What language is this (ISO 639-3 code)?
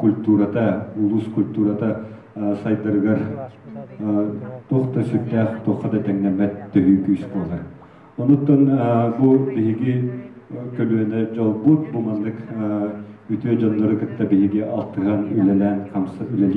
sah